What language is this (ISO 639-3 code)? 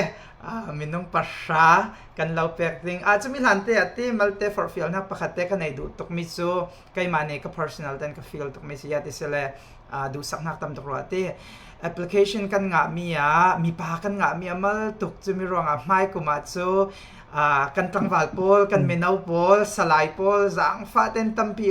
cfm